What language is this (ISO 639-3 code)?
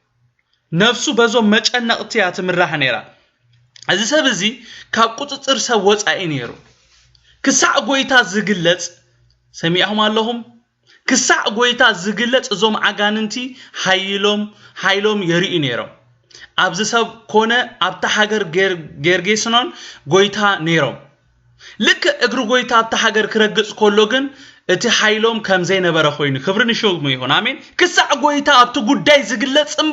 tir